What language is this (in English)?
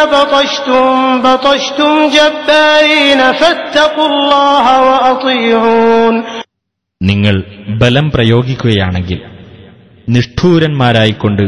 Malayalam